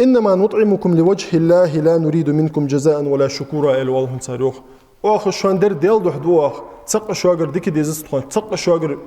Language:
Ingush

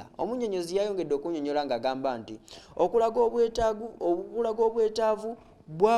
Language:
Ganda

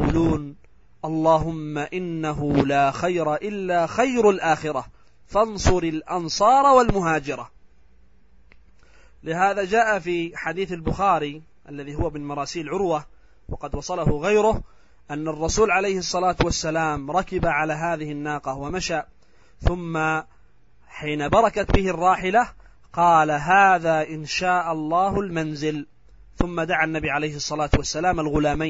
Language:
Arabic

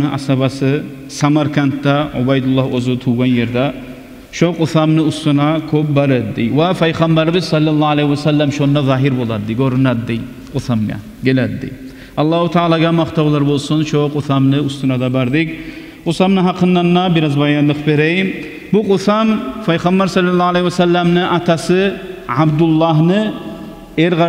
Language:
Kumyk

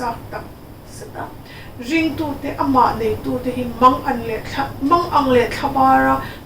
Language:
Mizo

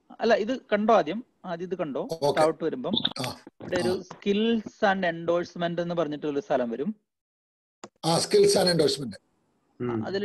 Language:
Malayalam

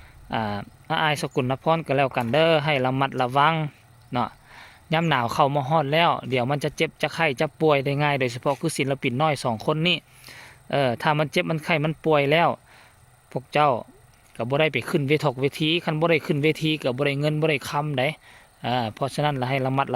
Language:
Northeastern Thai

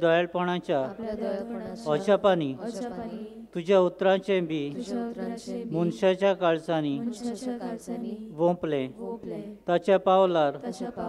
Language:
Konkani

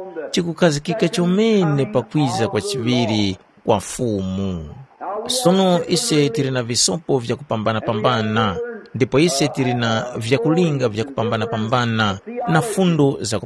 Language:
Tumbuka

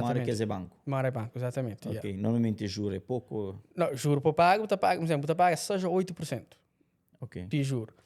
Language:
Kabuverdianu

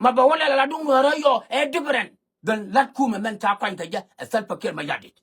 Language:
Nuer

